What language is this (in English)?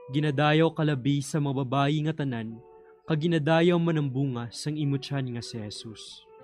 Hiligaynon